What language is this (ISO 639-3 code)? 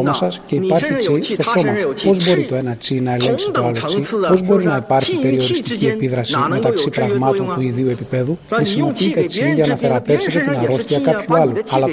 ell